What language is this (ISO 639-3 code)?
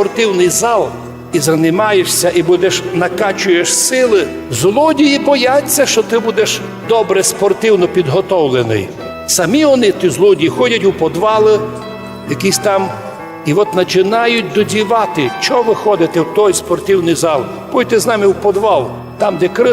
rue